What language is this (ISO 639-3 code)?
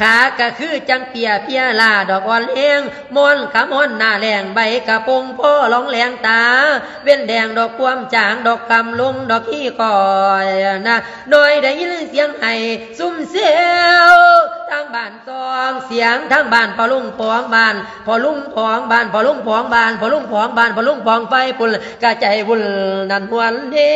lao